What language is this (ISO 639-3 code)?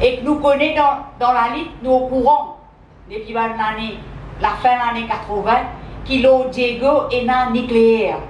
mfe